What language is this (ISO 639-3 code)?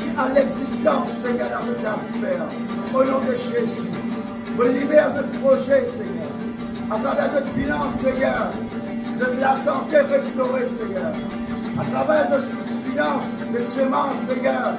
mfe